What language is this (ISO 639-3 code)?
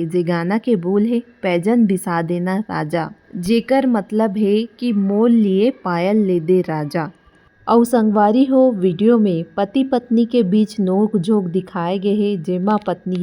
hne